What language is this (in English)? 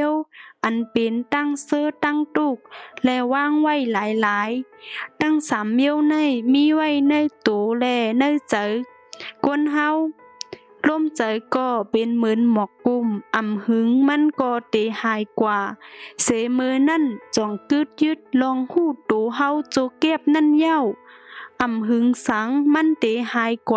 Shan